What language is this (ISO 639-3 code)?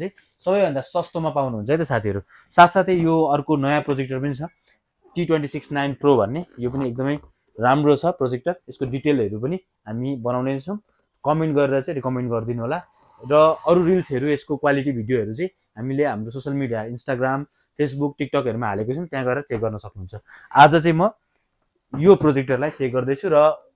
nep